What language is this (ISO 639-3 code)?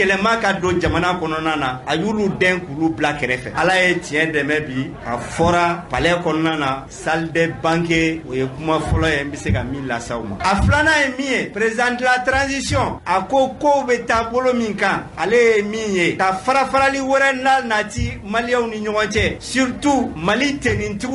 bam